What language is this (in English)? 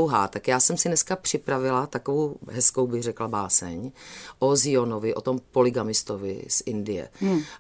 Czech